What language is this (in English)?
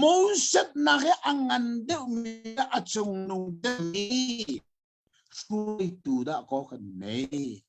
Hakha Chin